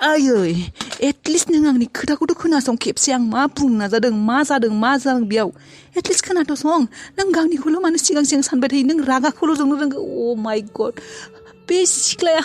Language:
Bodo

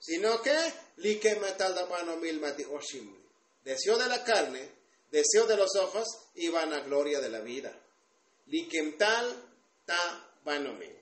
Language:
Tzotzil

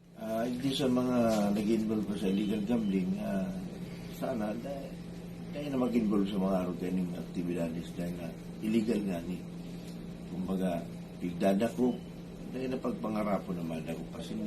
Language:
Bikol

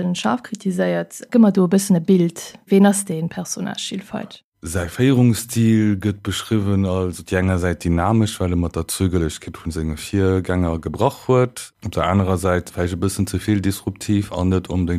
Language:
Luxembourgish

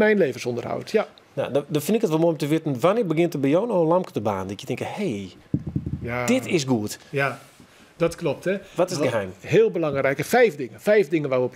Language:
Western Frisian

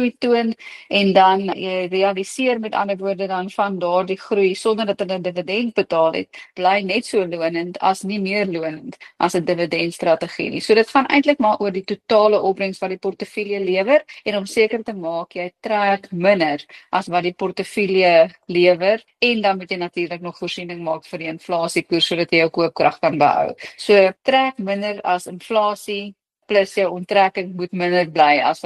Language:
Afrikaans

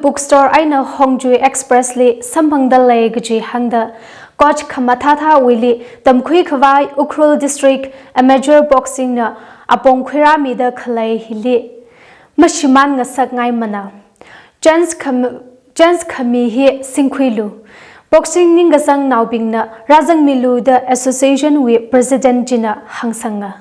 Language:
Tangkhul Naga (India)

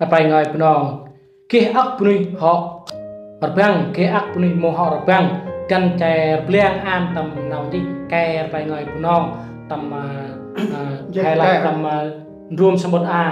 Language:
Central Mnong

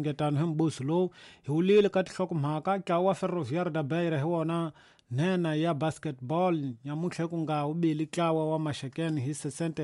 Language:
Tsonga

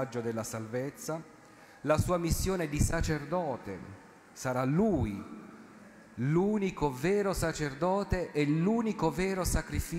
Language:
Italian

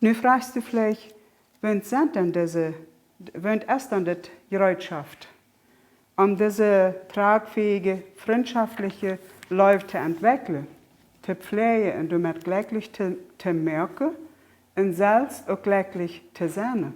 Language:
Plautdietsch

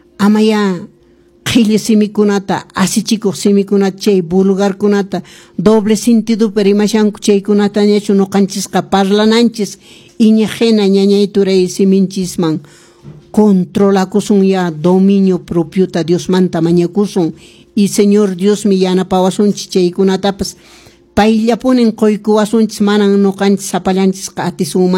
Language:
Quechua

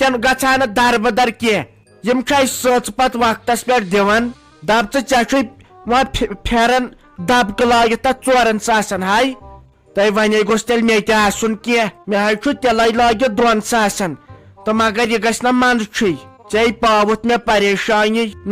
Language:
Kashmiri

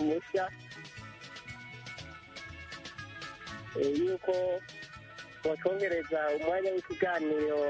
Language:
Kinyarwanda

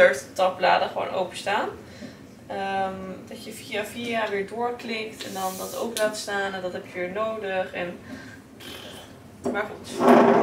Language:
Dutch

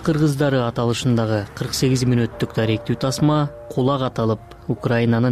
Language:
Kyrgyz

